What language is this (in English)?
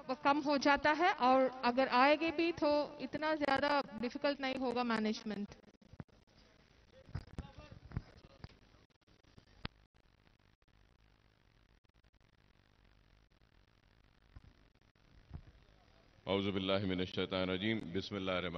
Urdu